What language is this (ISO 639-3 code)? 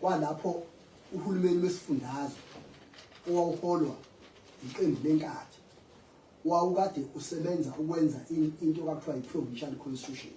zul